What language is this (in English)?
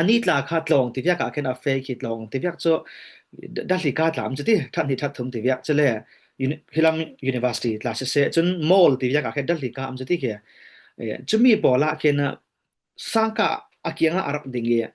Falam Chin